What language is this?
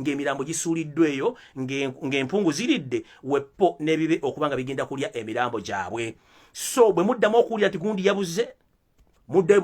Ganda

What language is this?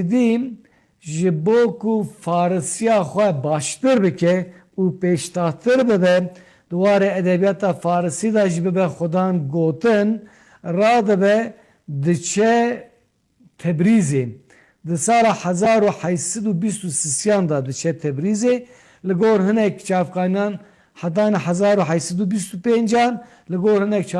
Kurdish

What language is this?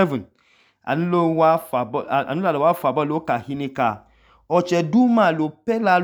Idoma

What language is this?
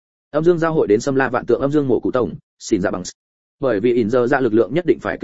Vietnamese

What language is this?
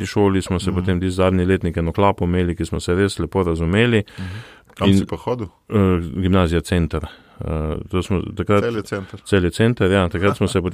Slovenian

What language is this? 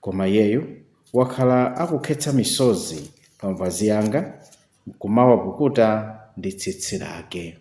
Nyanja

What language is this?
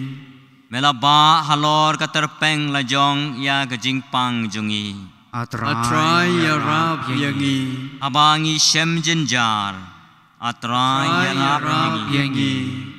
Khasi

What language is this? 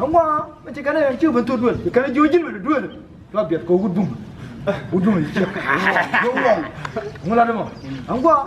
Nuer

